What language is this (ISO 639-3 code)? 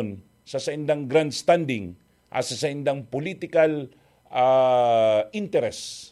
bik